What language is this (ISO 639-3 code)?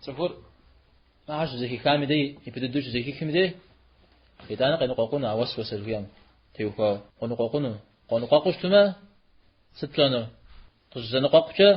kbd